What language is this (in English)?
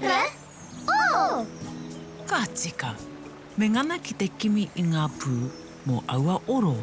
Māori